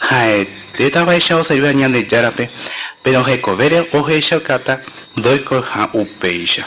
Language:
Guarani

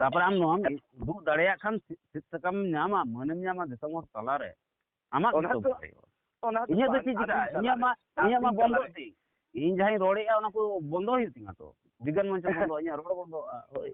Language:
Santali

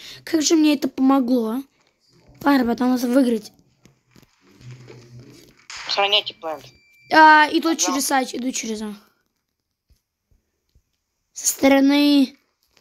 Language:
Russian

